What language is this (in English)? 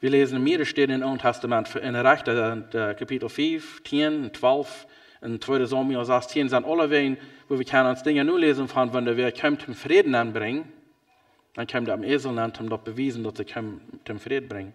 Plautdietsch